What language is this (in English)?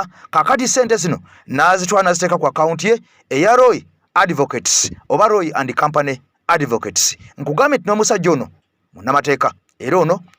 Ganda